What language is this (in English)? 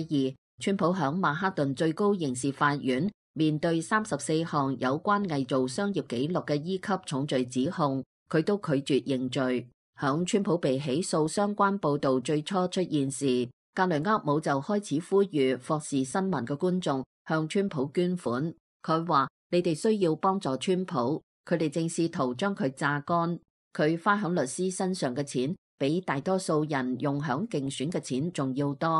Cantonese